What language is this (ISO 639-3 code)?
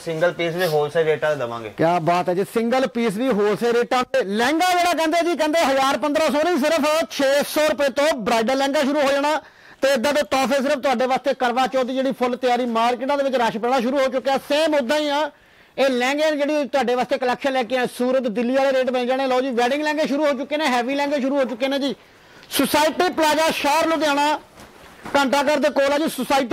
pan